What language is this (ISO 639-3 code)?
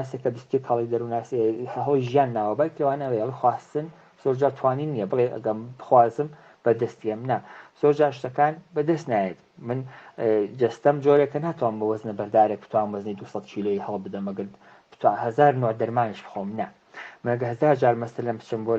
ckb